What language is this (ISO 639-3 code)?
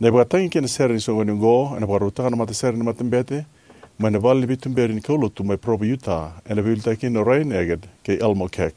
fij